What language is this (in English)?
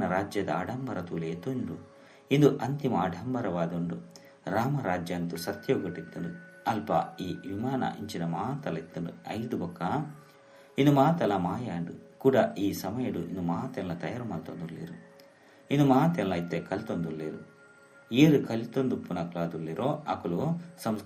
Tulu